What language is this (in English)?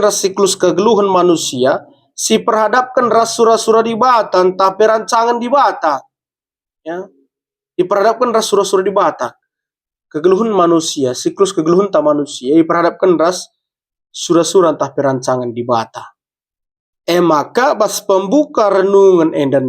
Batak Karo